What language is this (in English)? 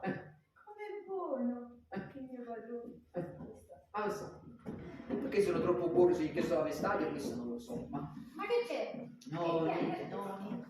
Neapolitan